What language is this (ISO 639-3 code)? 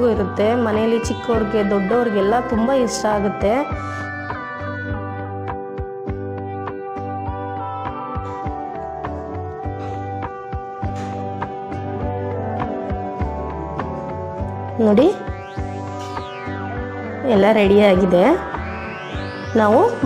kan